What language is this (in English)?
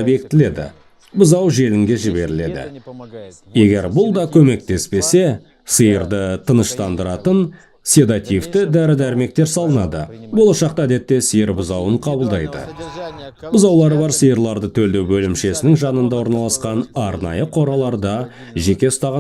Kazakh